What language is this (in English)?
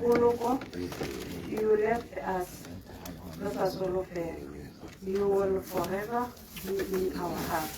Tswana